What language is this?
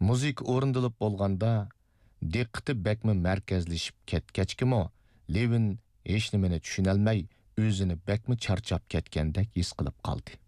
Uyghur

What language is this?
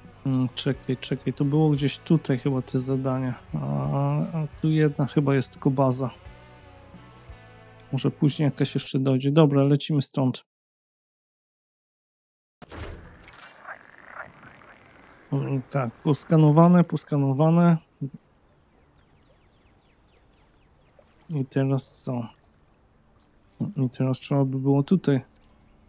Polish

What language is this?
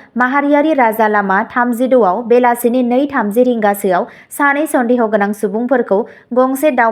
Bodo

